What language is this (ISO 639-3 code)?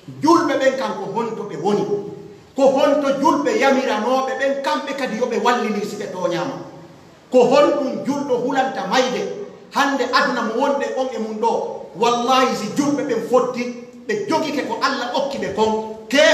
fuf